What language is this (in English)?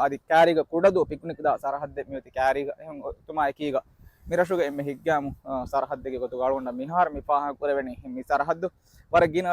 Divehi